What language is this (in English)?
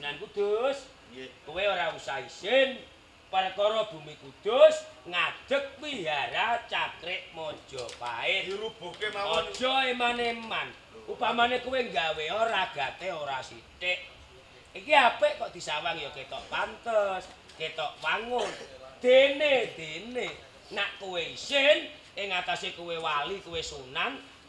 Javanese